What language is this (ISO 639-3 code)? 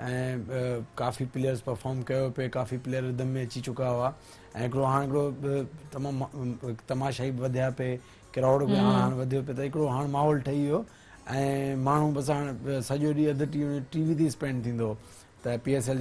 snd